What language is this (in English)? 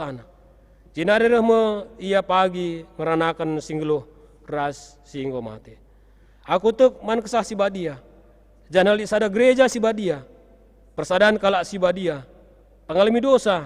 Batak Karo